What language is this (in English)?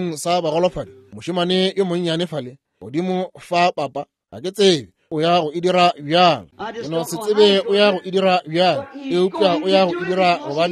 Northern Sotho